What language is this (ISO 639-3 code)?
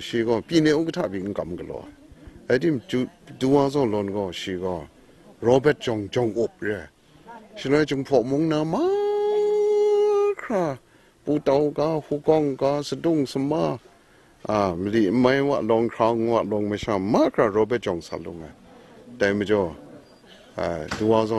kac